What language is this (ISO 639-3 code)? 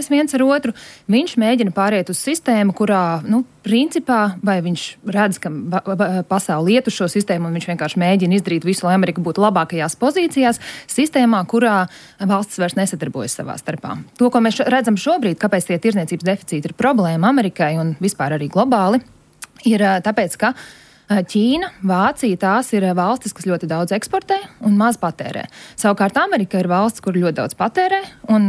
lav